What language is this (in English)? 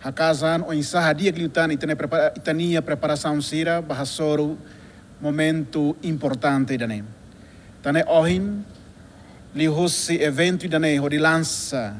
Tetum